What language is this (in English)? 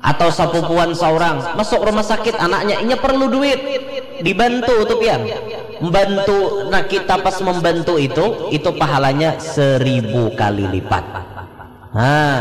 Banjar